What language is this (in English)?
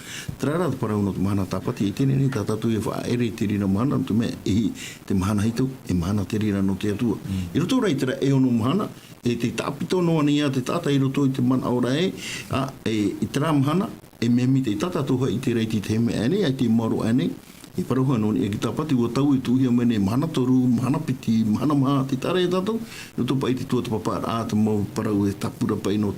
Tahitian